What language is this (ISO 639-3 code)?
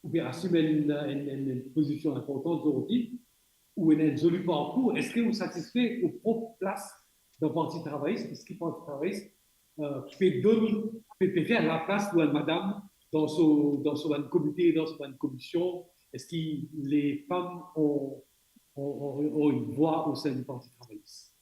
mfe